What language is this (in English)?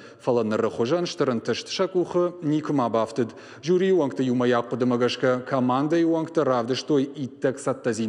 Ossetic